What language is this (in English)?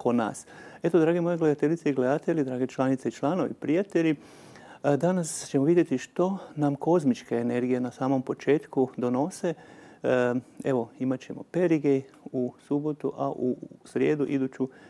Croatian